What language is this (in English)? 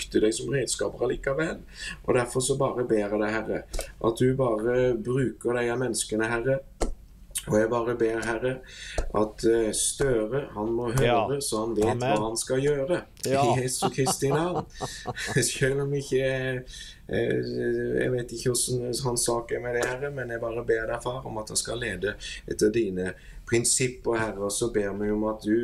Norwegian